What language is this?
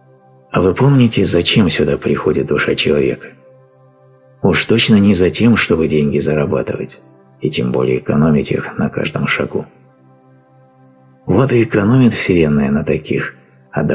Russian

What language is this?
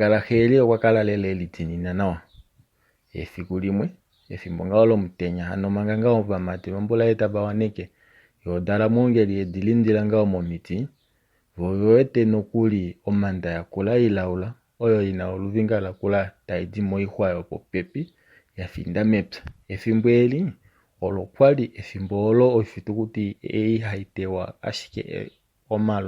Kuanyama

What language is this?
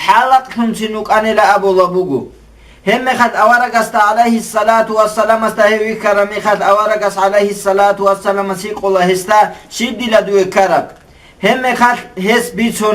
Avaric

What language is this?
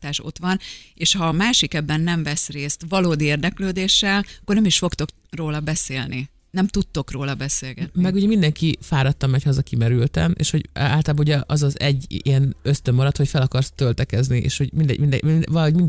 Hungarian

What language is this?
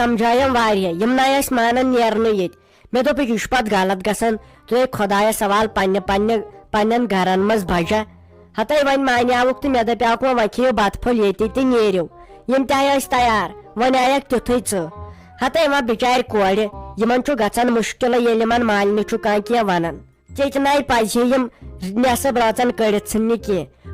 Kashmiri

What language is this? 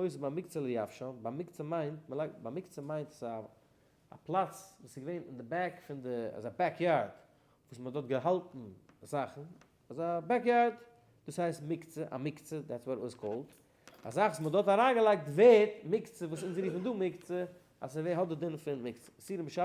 Yiddish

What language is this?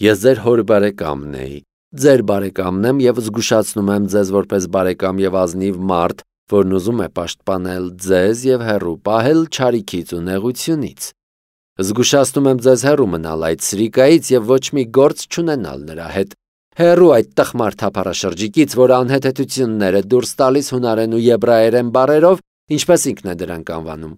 Armenian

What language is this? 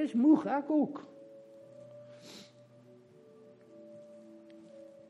Afrikaans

